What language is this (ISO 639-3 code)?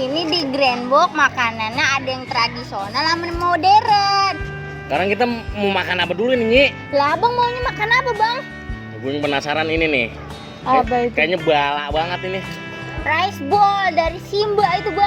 bew